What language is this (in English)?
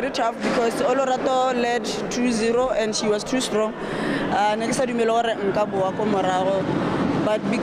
Tswana